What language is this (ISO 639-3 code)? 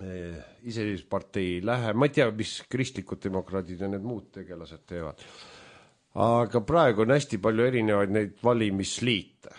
est